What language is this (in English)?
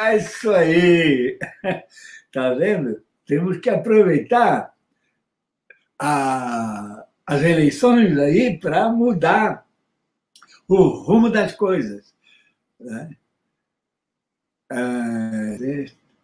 Portuguese